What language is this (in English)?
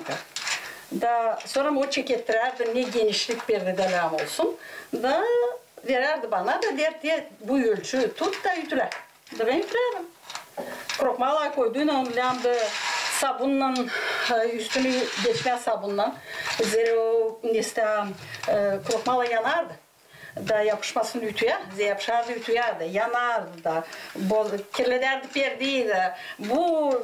Gagauz